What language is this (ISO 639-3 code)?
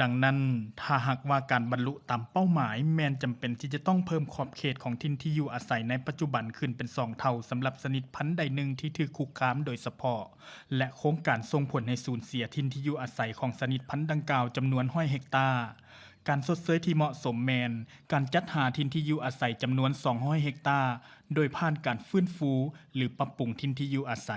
lao